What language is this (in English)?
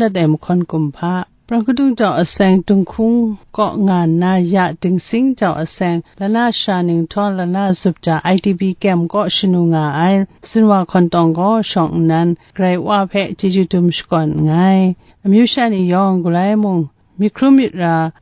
Kachin